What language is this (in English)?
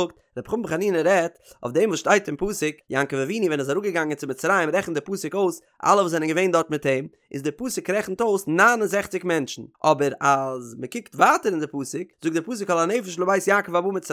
Yiddish